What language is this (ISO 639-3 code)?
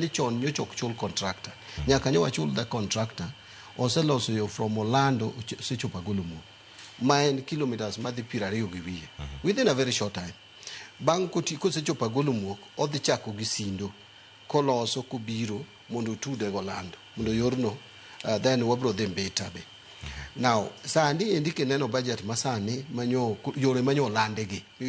luo